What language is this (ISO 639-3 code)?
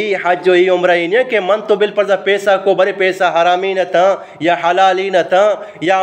bgp